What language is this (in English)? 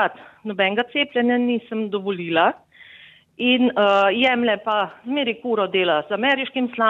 Slovenian